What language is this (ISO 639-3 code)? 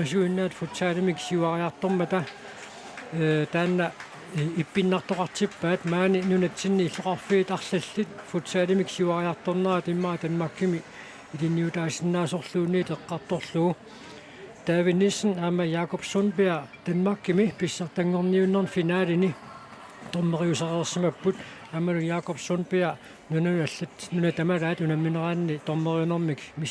kal